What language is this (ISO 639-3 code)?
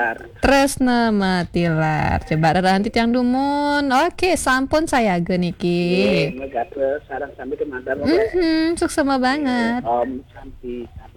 ban